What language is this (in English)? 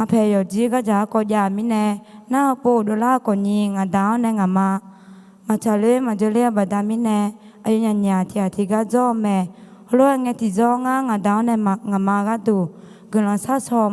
Akha